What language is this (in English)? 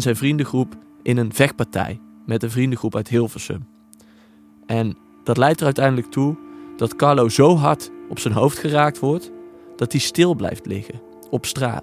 Dutch